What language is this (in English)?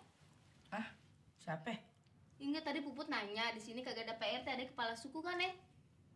Betawi